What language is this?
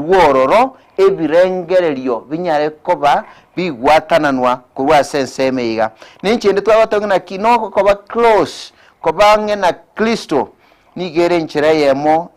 Gusii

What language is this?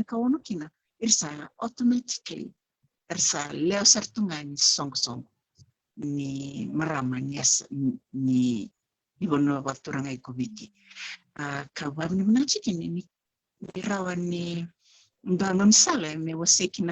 Fijian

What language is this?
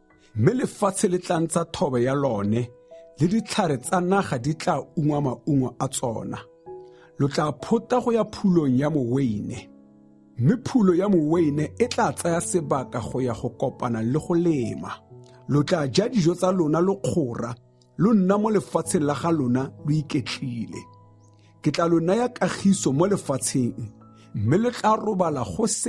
Tswana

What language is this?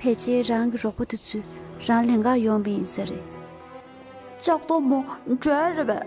Tibetan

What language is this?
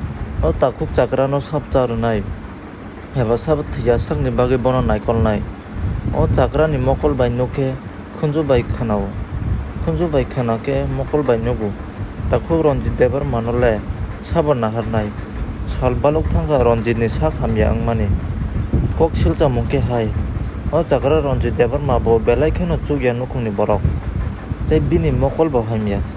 Kok Borok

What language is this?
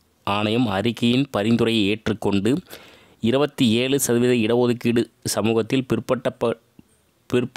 Tamil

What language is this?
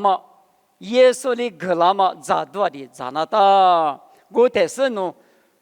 Lisu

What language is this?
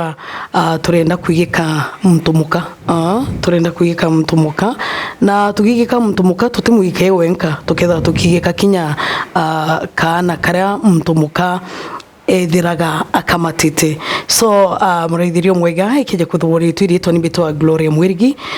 Meru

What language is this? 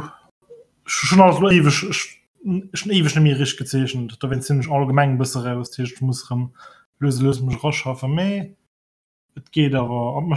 Luxembourgish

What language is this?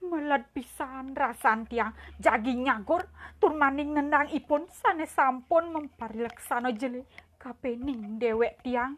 Balinese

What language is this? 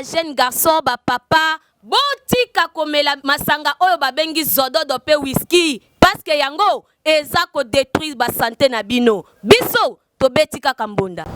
Lingala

